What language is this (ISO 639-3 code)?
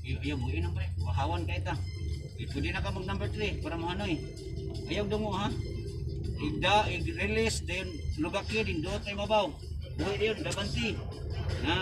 ceb